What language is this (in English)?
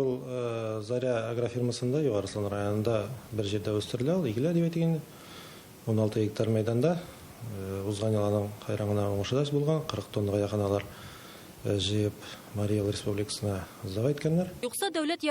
Tatar